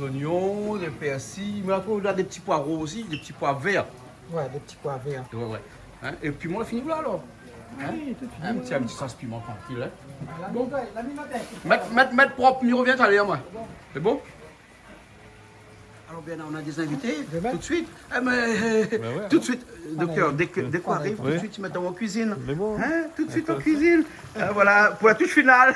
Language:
Réunion Creole French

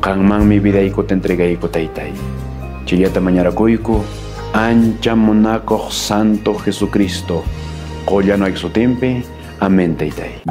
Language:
Quechua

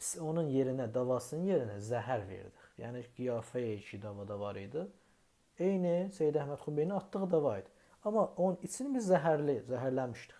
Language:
South Azerbaijani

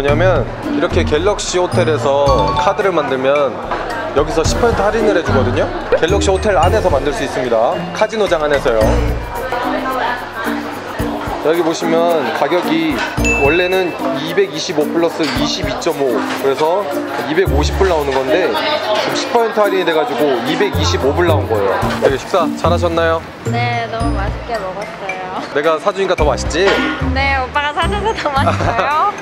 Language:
Korean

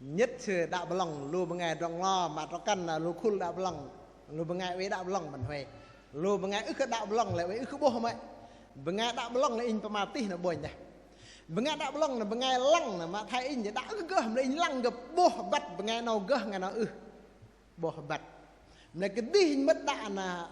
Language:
Bahnar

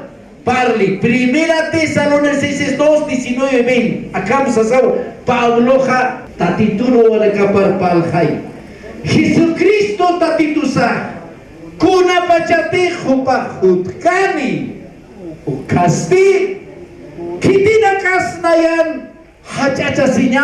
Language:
Aymara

